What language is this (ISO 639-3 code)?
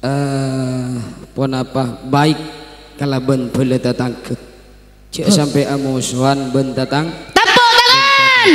mad